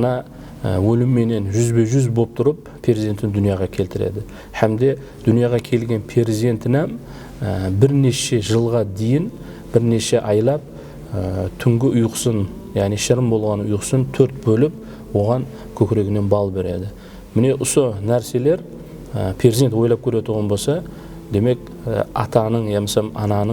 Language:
Kara-Kalpak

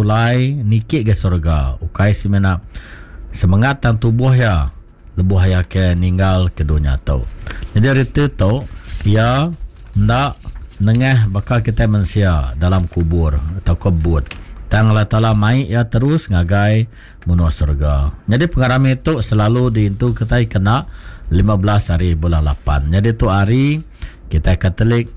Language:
Iban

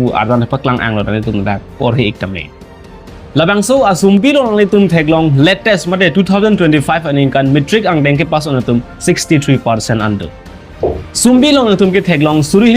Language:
Karbi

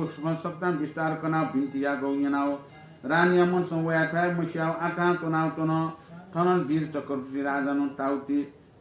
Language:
Newari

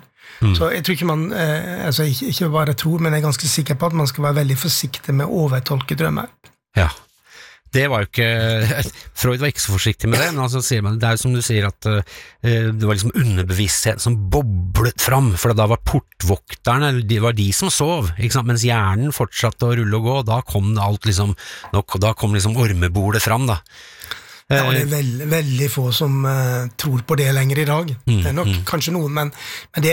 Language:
Norwegian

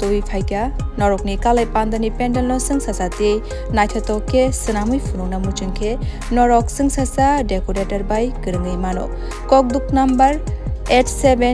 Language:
Kok Borok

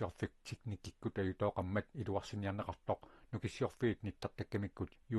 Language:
Kalaallisut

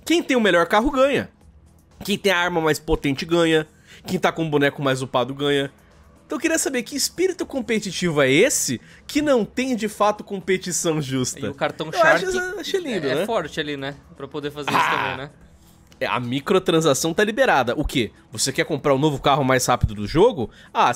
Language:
Portuguese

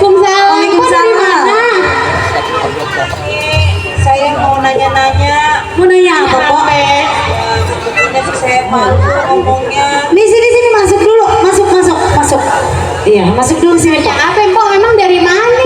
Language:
Betawi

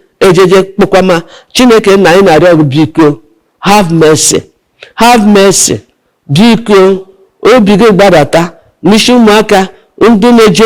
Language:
Igbo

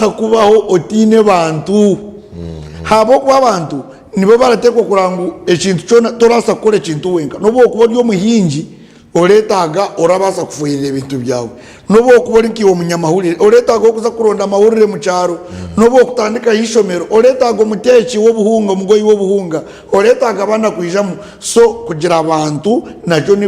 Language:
Nyankole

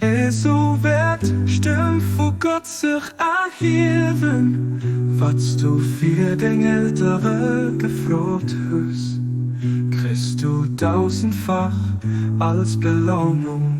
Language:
Luxembourgish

